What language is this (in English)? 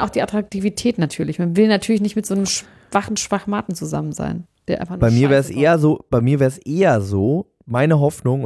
German